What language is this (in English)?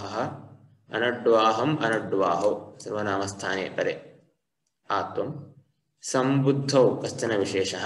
Sanskrit